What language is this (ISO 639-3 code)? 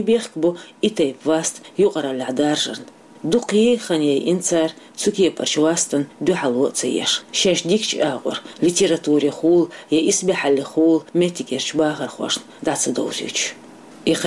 che